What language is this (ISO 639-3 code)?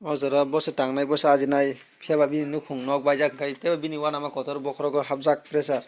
trp